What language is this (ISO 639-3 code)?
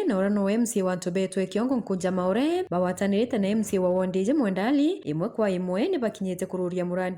mer